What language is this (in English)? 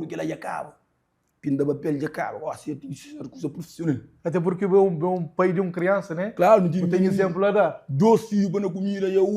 Kabuverdianu